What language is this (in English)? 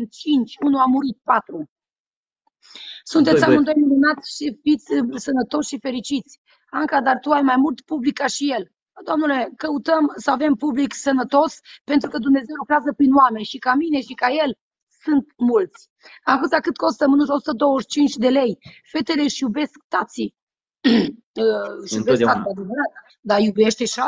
Romanian